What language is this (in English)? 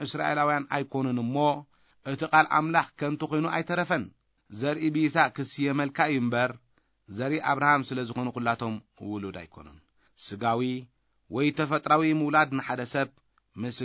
Tigrinya